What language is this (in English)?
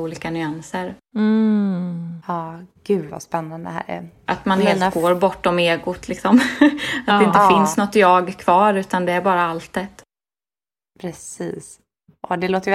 Swedish